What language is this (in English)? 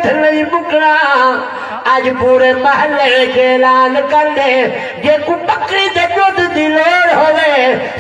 Saraiki